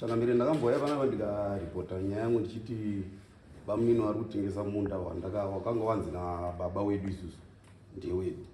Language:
Shona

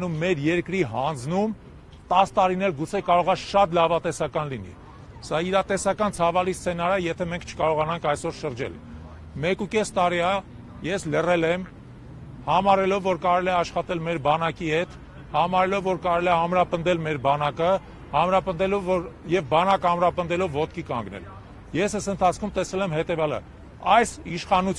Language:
Armenian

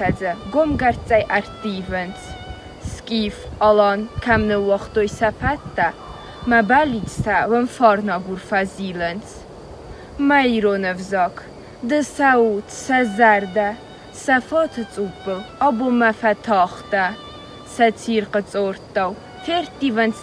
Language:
Ossetic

